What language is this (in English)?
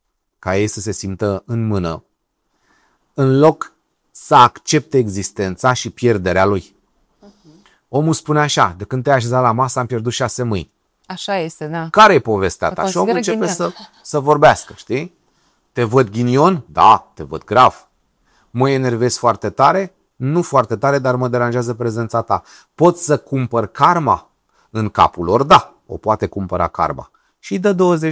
Romanian